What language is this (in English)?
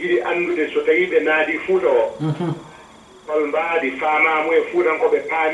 Fula